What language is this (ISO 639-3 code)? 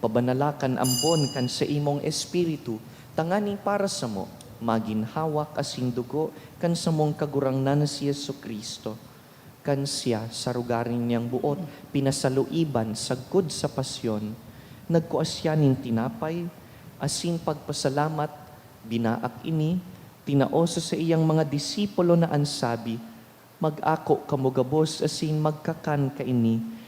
bik